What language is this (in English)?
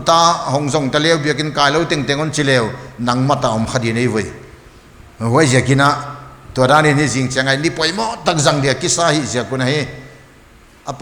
Paite Chin